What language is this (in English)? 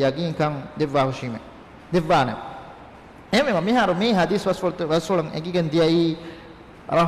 Divehi